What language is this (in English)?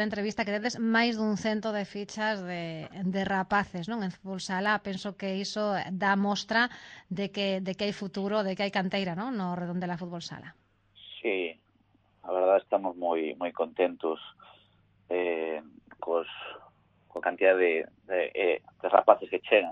Galician